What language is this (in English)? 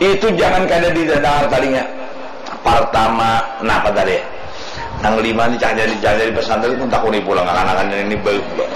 Banjar